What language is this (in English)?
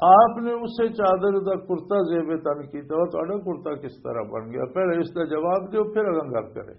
Western Panjabi